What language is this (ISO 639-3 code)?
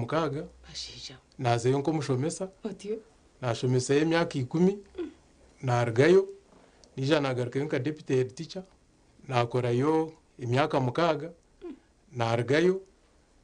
nyn